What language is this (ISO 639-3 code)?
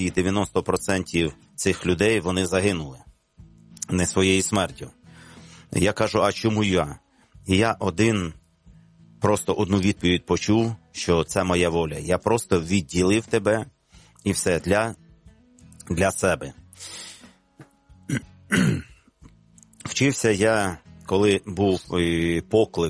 ukr